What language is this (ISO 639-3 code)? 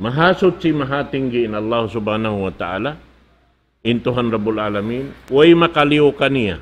tsg